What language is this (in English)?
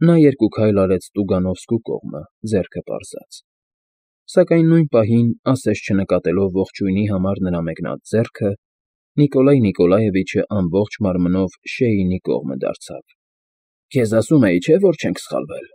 Armenian